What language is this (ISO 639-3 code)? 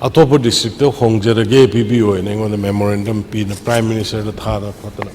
mni